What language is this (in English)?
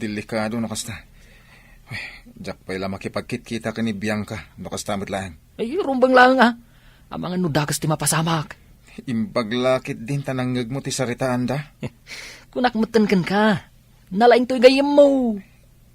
Iloko